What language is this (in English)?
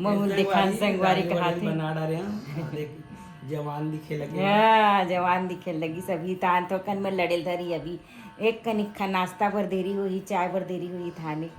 Chhattisgarhi